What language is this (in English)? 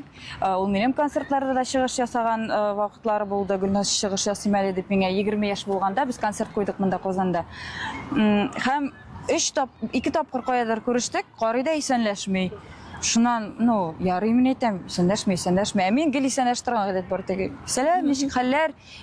Tatar